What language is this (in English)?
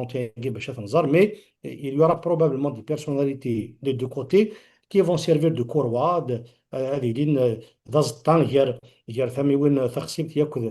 Kabyle